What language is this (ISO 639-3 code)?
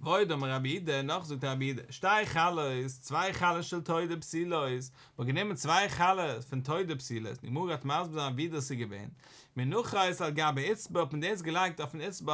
yid